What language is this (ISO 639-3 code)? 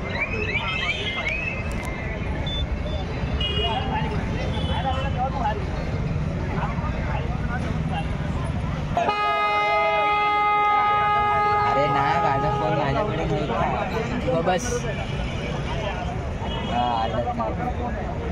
mar